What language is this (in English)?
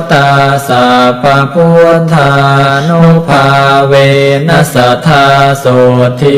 Pali